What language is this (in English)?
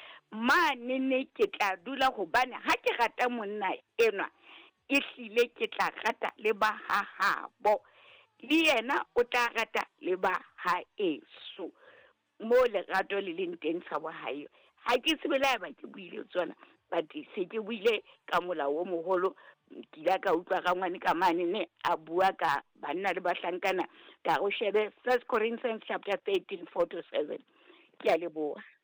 Southern Sotho